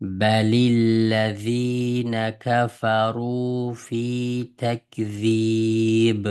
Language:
Uyghur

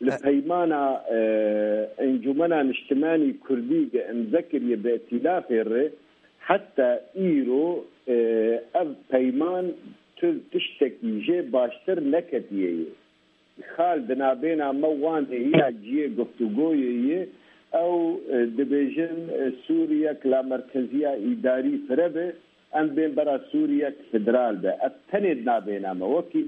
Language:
Kurdish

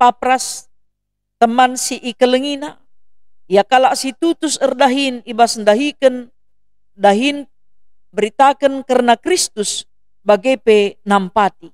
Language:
Batak Karo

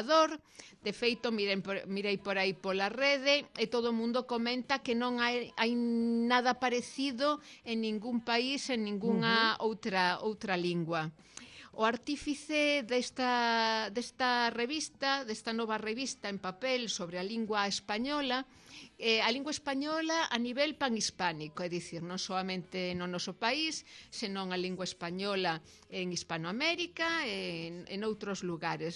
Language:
Galician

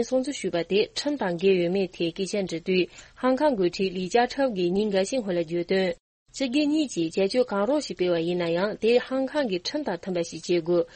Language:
Tibetan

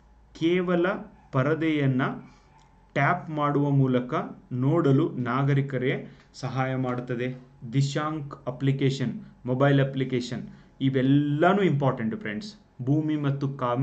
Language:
Kannada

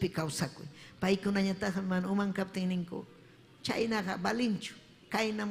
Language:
Ayacucho Quechua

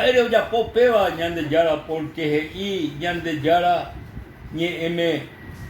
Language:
Guarani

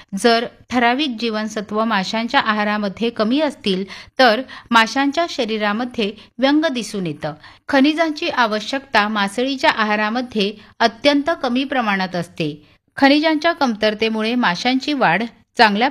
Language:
Marathi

